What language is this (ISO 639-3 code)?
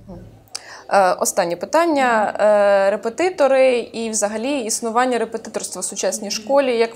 ukr